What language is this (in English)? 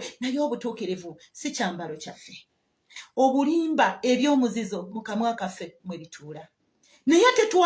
Ganda